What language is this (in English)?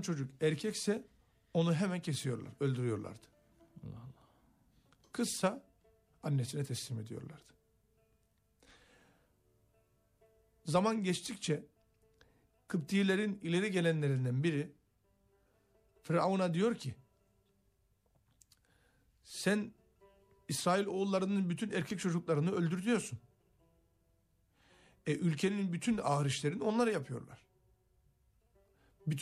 Turkish